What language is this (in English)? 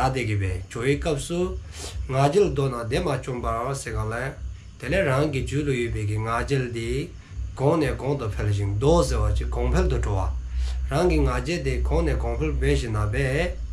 Dzongkha